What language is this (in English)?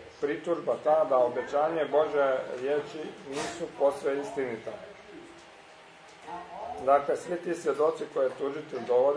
Croatian